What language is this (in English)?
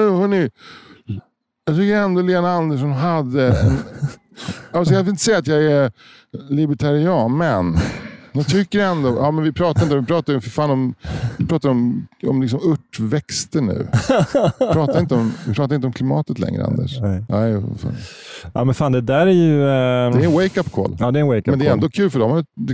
Swedish